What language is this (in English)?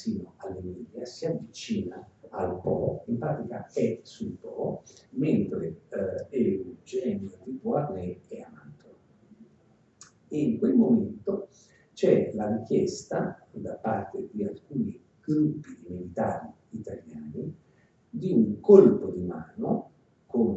Italian